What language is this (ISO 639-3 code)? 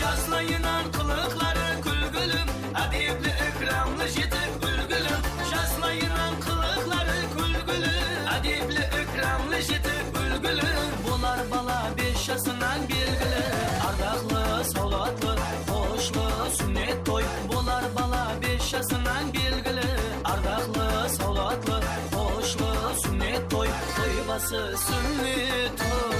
kaa